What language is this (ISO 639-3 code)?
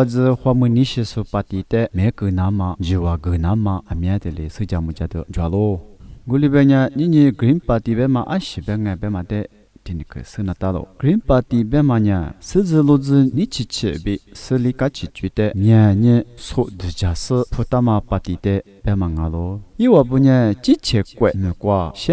lis